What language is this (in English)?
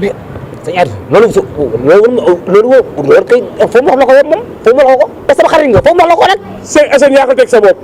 Wolof